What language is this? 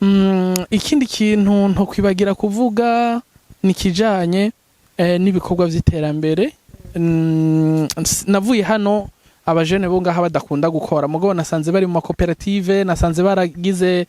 Rundi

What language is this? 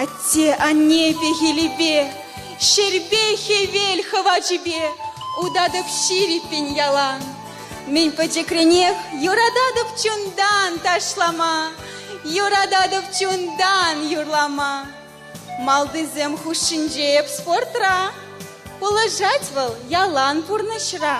Chuvash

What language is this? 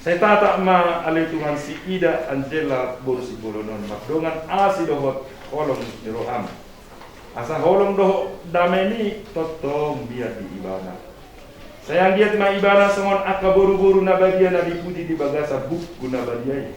Batak Toba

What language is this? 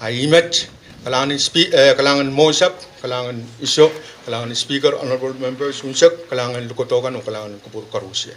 Pohnpeian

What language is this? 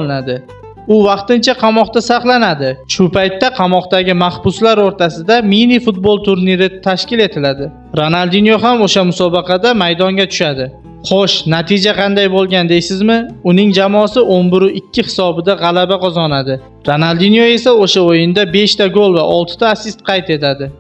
Uzbek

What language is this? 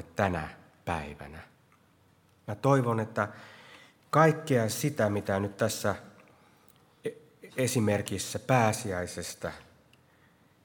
Finnish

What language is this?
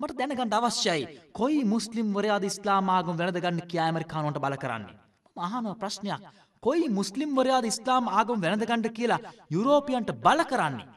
Sinhala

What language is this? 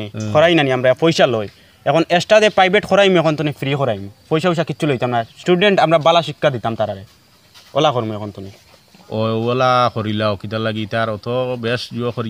Sylheti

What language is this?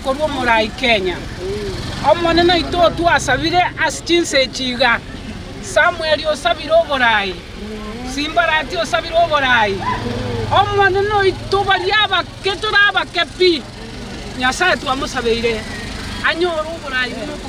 Gusii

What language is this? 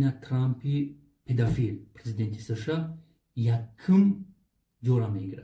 Tajik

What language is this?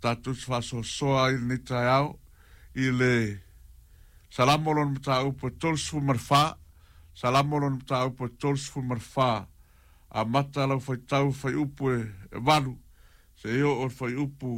Samoan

